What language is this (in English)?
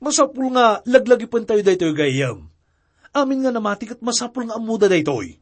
Iloko